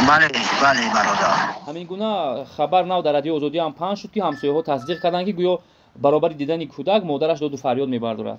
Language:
Tajik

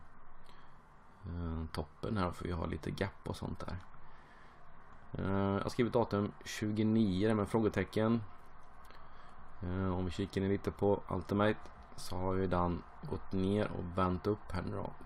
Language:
Swedish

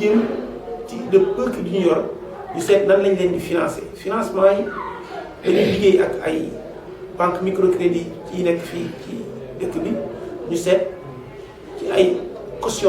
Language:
Wolof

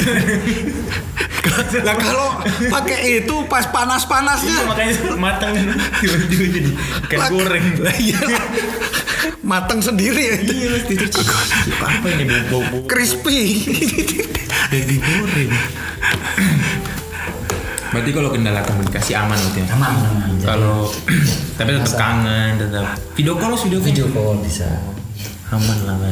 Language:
Indonesian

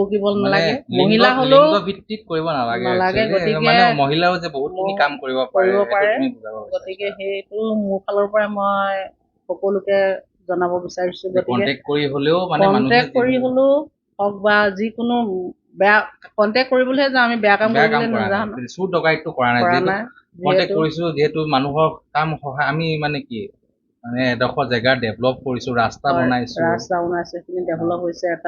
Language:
Assamese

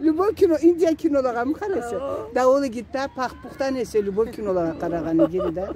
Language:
Karachay-Balkar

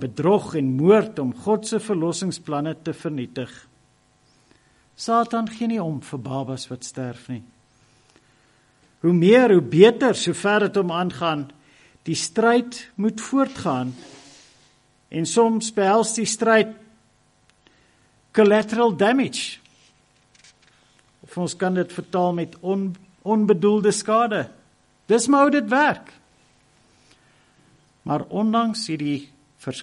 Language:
Afrikaans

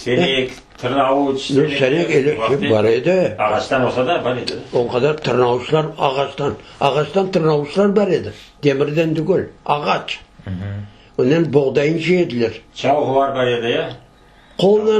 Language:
Crimean Tatar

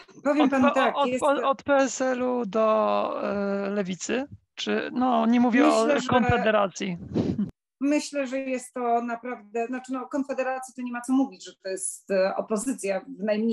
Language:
Polish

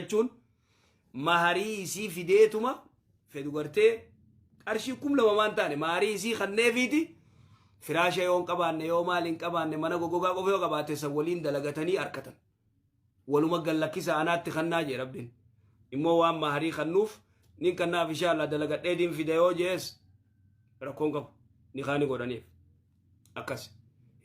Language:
Oromo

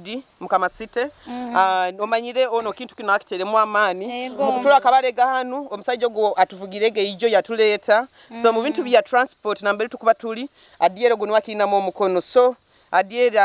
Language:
Nyoro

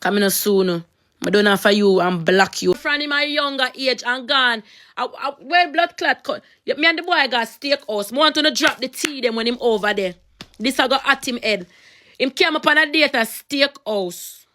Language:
Jamaican Creole English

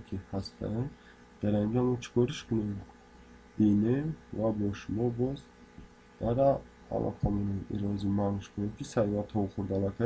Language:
Tajik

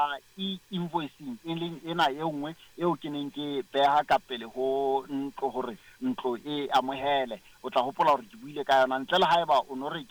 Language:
Southern Sotho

